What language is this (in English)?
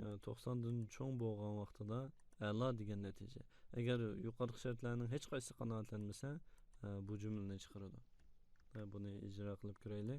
Uyghur